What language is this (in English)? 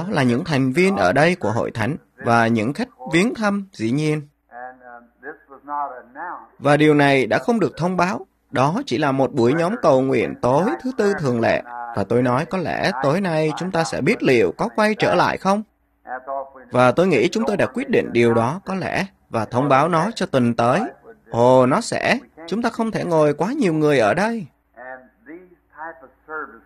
Vietnamese